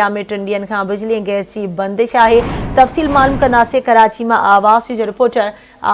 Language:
Sindhi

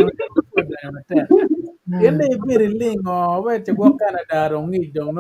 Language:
Acoli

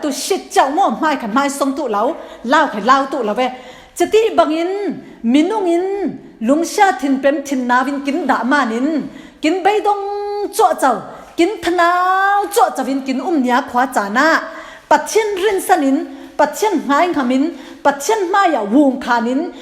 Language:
Falam Chin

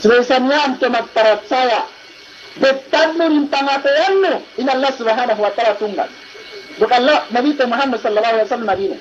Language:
Yakan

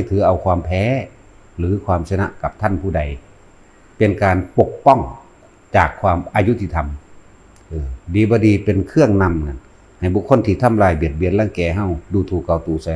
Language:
Northeastern Thai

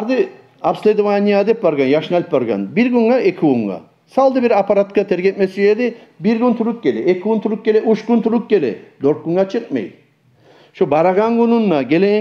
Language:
Kumyk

